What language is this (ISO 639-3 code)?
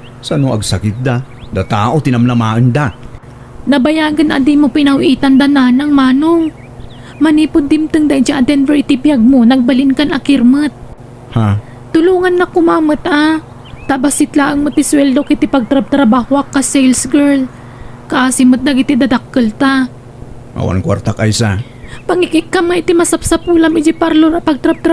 ilo